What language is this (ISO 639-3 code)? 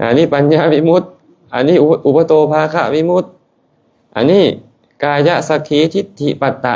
lao